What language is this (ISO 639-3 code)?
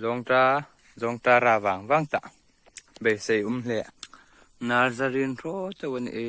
hmr